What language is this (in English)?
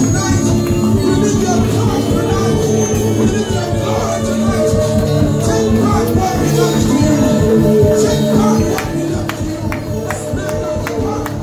English